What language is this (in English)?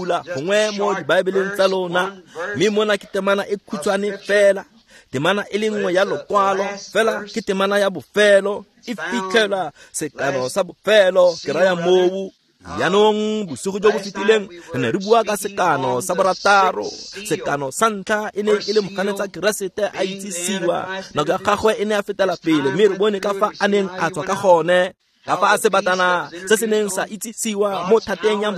Tswana